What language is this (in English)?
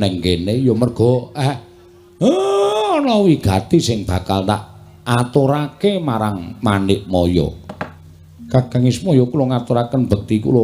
Javanese